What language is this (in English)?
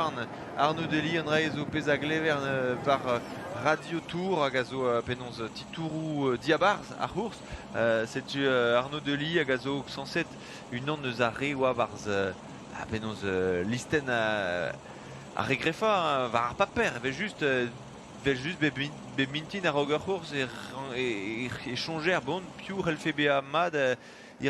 Breton